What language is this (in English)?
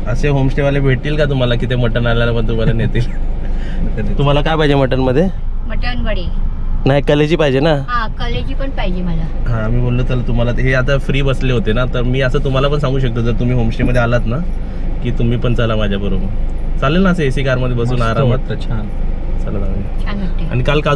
Marathi